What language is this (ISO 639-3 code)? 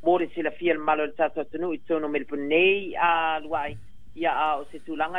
smo